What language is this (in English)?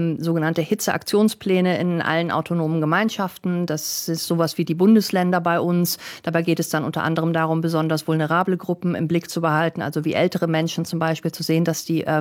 German